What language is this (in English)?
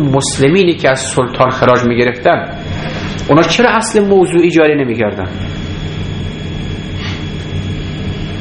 Persian